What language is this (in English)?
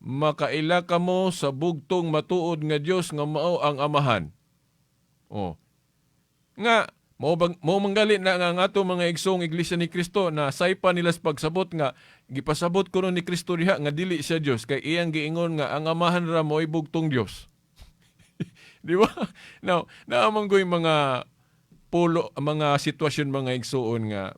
Cebuano